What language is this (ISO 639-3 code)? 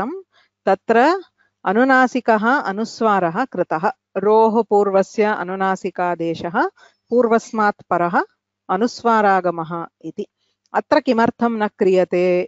san